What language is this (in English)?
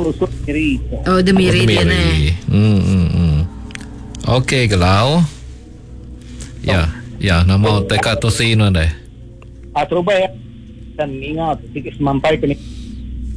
Iban